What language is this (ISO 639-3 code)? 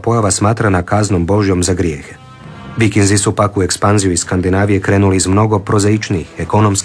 hrv